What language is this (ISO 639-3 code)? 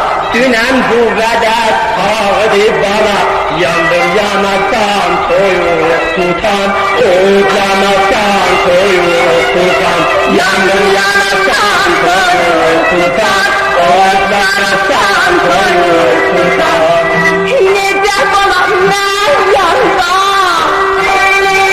azb